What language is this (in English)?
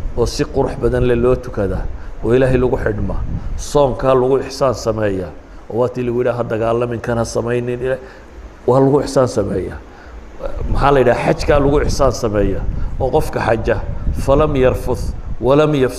Somali